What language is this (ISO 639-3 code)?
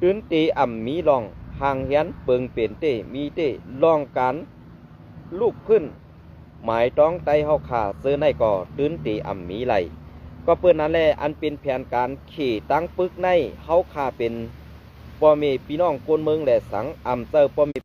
shn